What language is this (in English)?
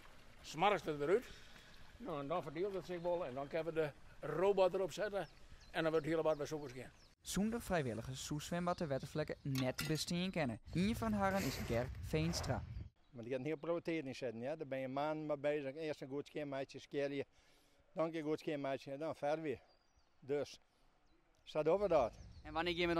Western Frisian